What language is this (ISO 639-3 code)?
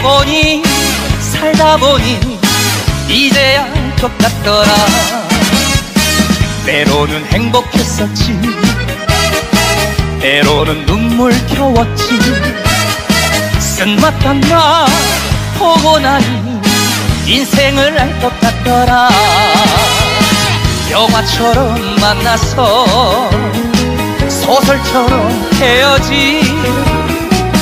kor